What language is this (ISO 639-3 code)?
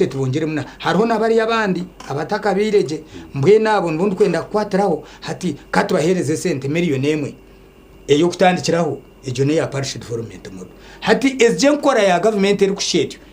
nyn